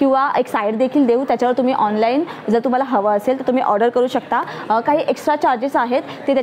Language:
Marathi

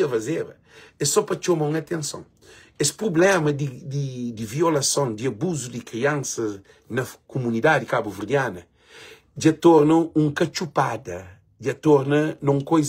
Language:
Kabuverdianu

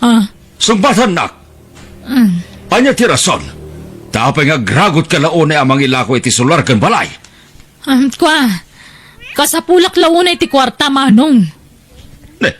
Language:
Iloko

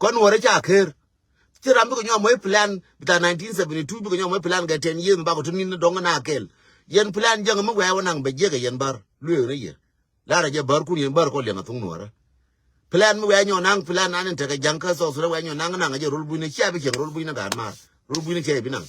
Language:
Nuer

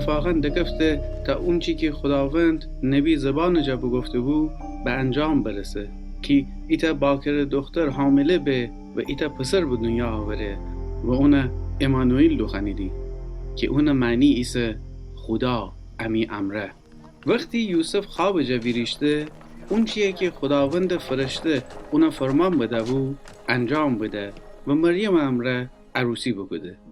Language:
Gilaki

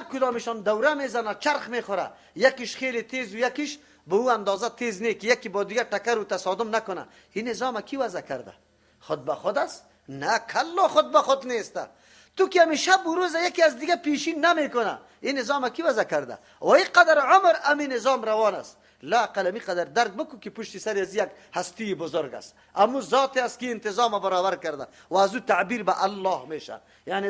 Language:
Persian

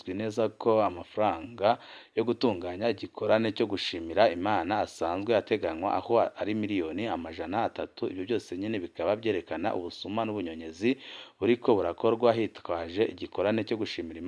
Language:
Rundi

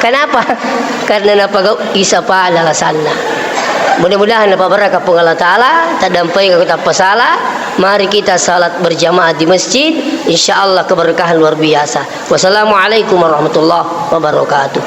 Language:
Buginese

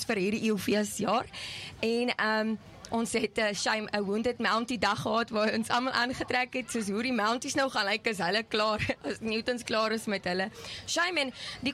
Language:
Afrikaans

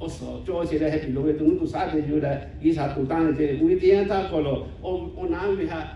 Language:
Lahu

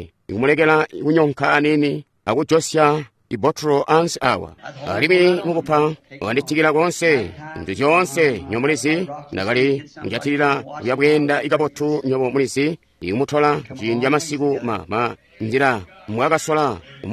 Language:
Tonga (Zambia)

